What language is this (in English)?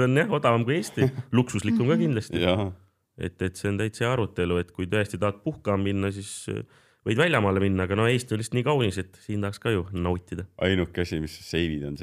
Estonian